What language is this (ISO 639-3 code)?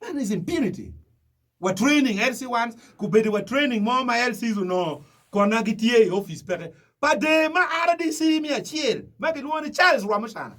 ach